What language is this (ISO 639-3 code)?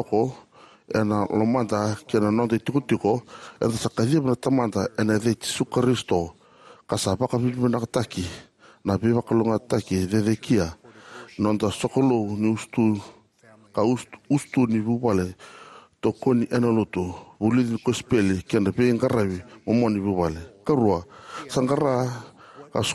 fij